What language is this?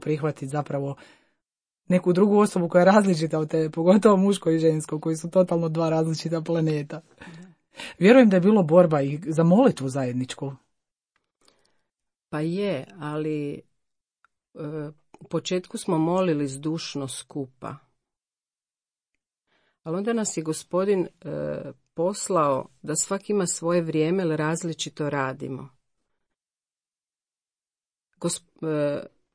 Croatian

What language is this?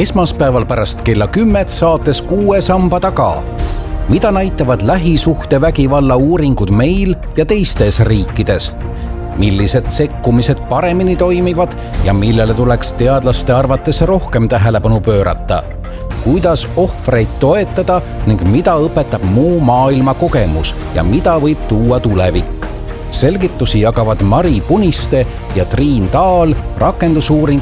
Estonian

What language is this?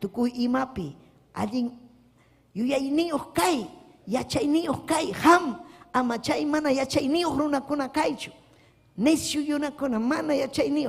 Ayacucho Quechua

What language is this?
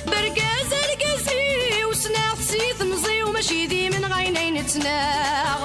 Kabyle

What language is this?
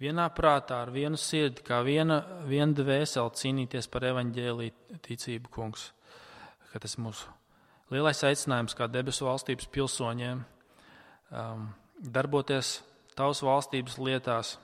Latvian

